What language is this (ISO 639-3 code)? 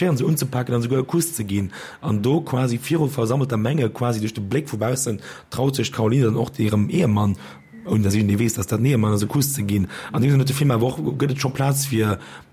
ltz